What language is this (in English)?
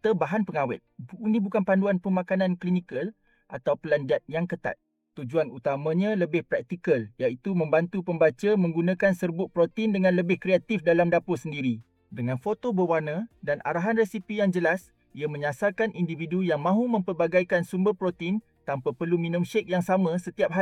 Malay